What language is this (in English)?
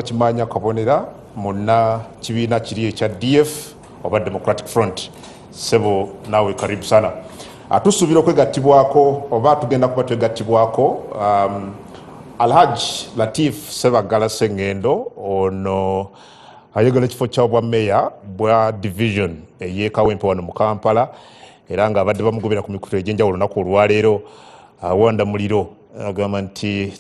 Ganda